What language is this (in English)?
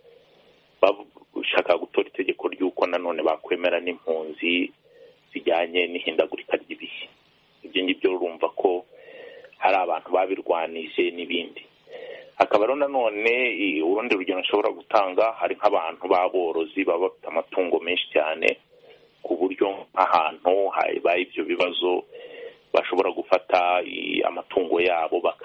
Kinyarwanda